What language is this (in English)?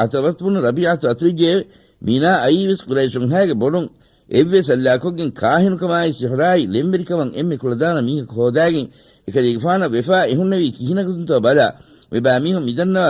Divehi